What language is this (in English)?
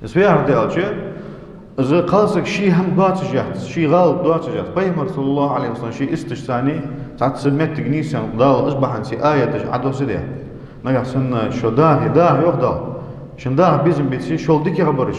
Ingush